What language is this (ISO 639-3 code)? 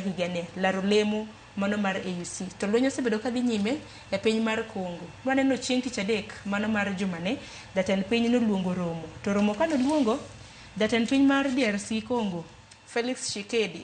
luo